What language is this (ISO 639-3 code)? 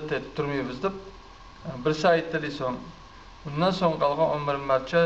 kum